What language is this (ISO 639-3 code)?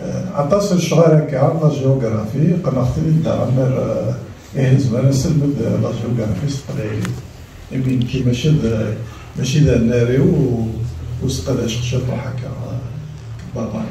kab